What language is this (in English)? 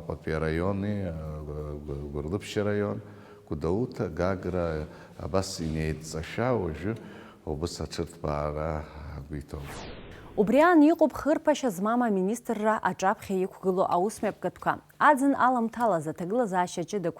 Abkhazian